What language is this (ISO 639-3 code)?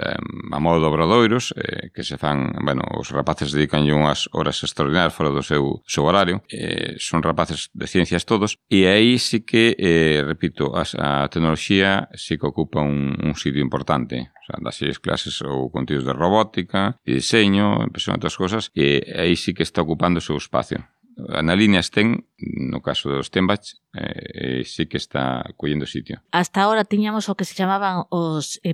glg